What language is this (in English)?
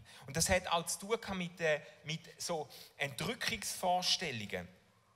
Swiss German